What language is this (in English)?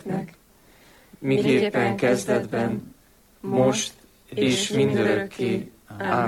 Hungarian